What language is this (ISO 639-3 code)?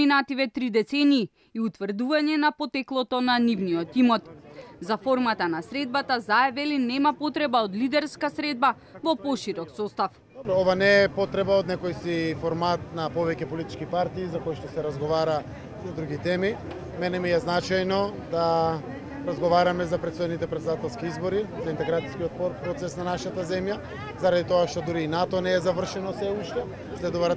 mkd